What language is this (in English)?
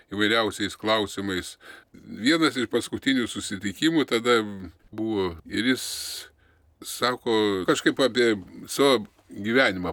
Lithuanian